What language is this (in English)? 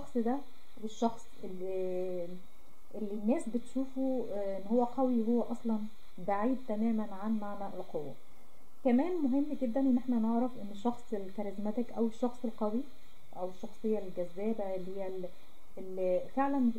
Egyptian Arabic